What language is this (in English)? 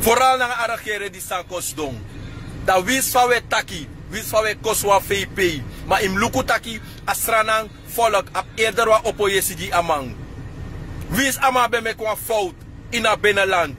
Sranan Tongo